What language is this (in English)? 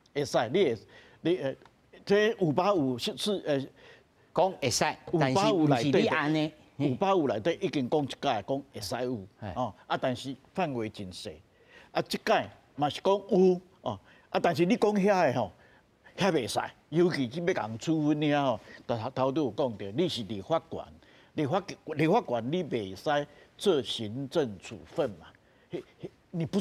Min Nan Chinese